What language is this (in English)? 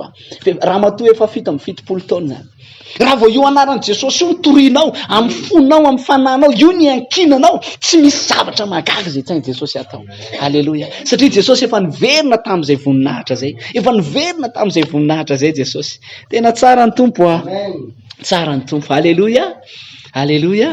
Malagasy